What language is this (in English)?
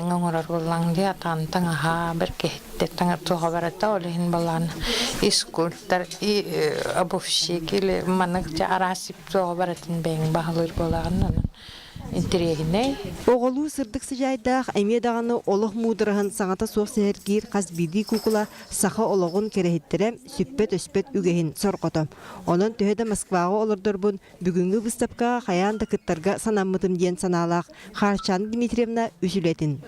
Yakut